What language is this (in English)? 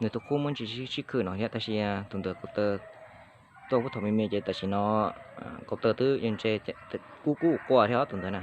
Hmong